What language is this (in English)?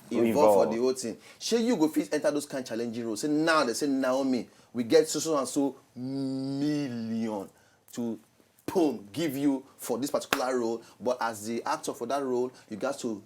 Nigerian Pidgin